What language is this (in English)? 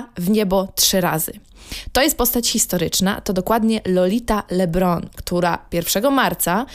Polish